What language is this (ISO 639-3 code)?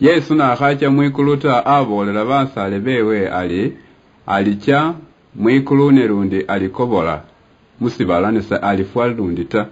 luy